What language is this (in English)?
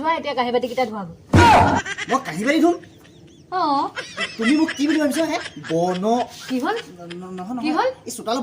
Assamese